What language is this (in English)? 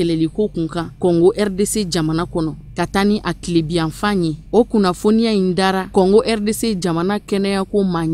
Bambara